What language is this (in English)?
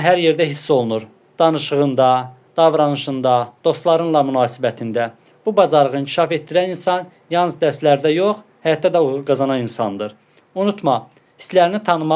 Azerbaijani